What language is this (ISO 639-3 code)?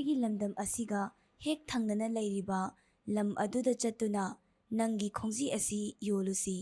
mni